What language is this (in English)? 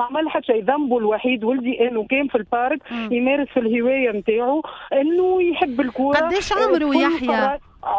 Tunisian Arabic